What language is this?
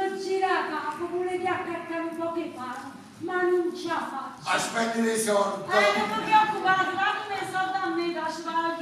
Neapolitan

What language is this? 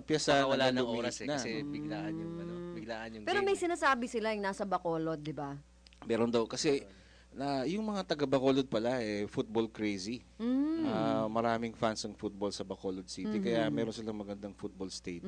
Filipino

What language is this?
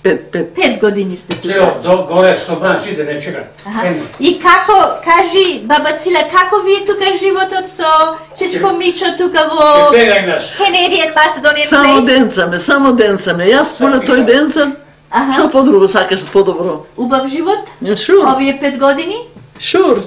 Macedonian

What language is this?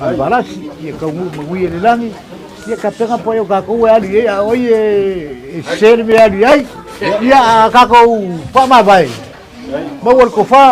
Samoan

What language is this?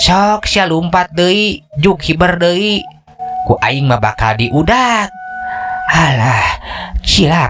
Sundanese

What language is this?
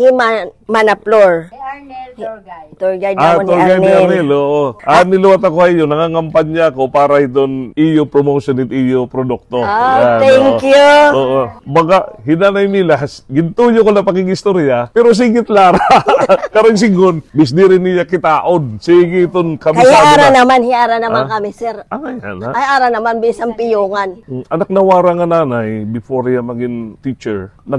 Waray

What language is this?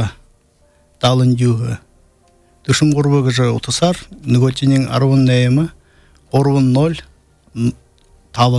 Buriat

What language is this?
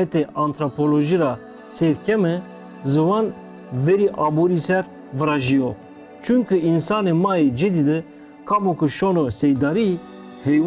Zaza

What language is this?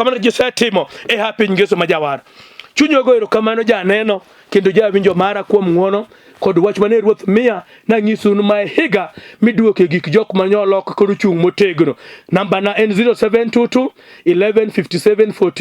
Luo (Kenya and Tanzania)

